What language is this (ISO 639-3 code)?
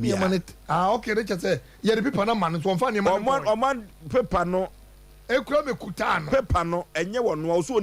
aka